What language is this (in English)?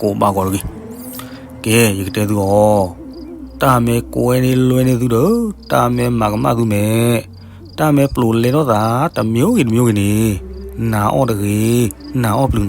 S'gaw Karen